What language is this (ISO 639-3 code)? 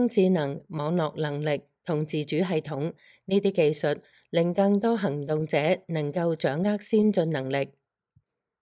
yue